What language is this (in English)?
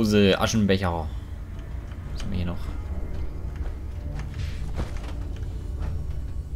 German